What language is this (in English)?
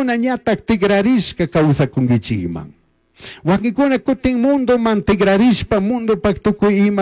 Chimborazo Highland Quichua